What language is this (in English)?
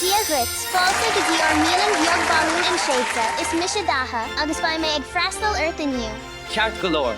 Irish